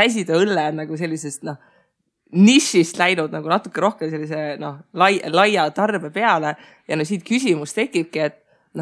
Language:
Estonian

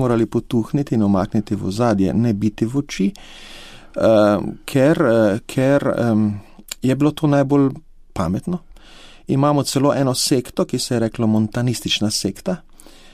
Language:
Slovenian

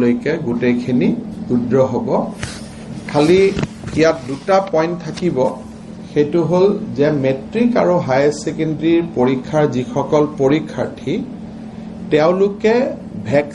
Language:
Assamese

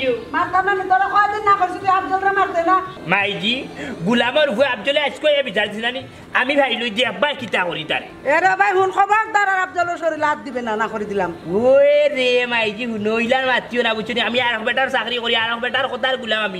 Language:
Sylheti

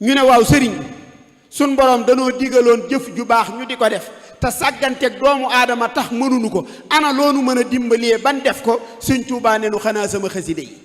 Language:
Wolof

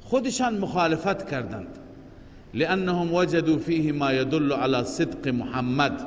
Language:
Persian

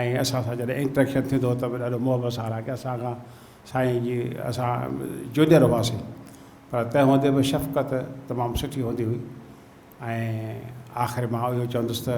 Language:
Sindhi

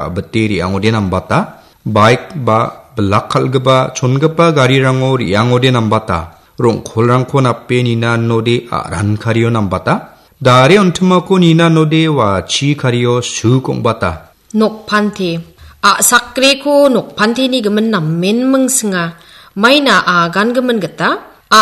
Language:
Garo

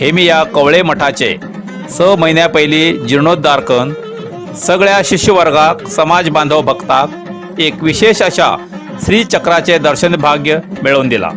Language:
Konkani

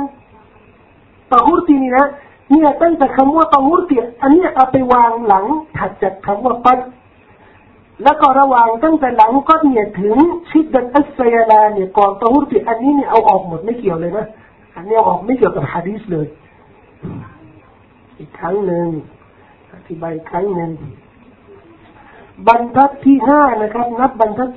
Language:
Thai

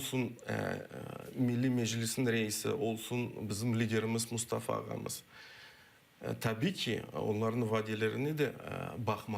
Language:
Crimean Tatar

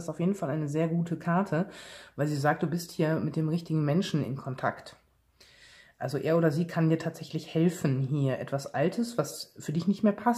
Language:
German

